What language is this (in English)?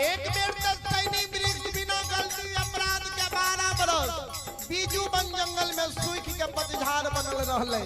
Maithili